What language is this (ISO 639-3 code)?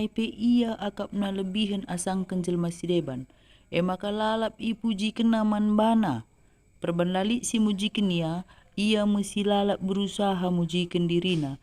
btx